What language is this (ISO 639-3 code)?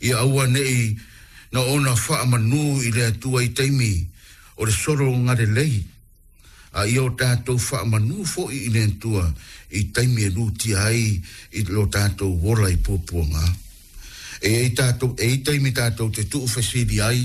smo